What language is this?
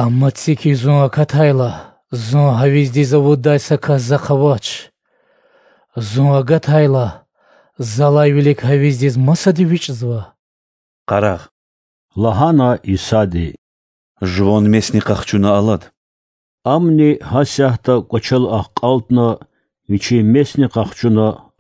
Lezghian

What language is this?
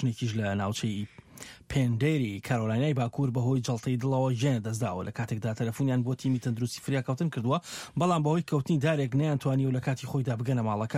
Central Kurdish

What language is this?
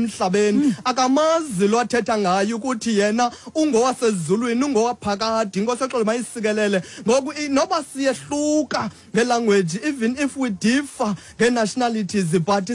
Xhosa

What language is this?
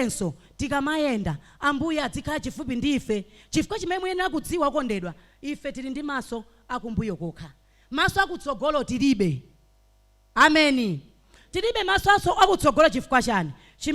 Nyanja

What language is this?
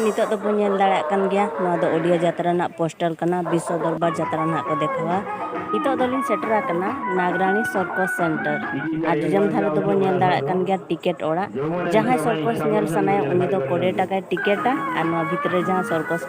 Santali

